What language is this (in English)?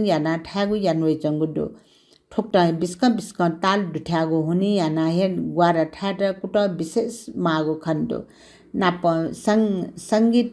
Newari